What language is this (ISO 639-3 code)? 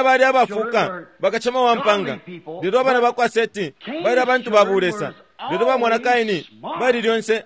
bem